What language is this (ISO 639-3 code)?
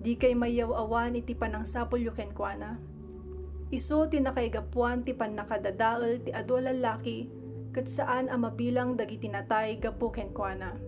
ilo